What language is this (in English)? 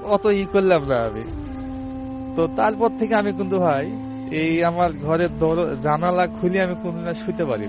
Bangla